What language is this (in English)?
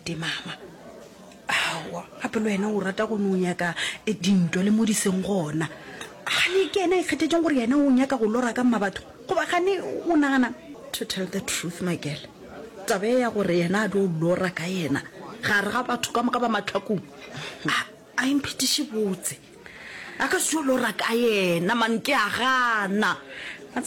Northern Sotho